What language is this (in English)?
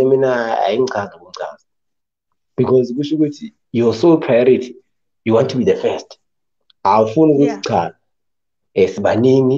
Zulu